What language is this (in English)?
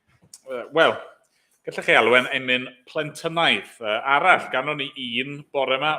Welsh